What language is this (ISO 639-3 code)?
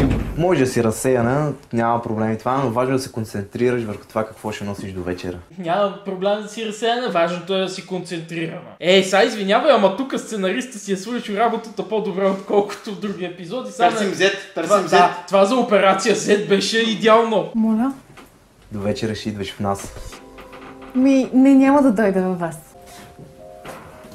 bul